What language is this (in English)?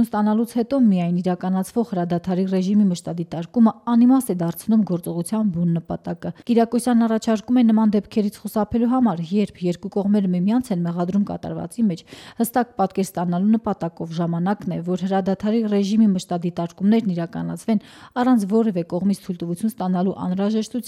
Armenian